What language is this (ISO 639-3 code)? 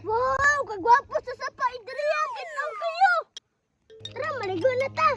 ceb